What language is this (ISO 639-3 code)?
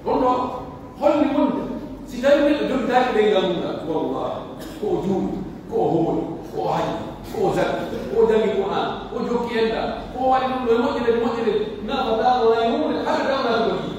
fuf